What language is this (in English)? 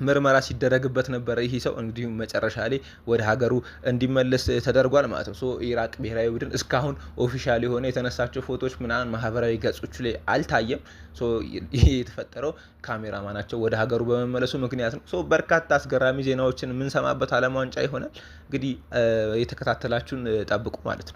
Amharic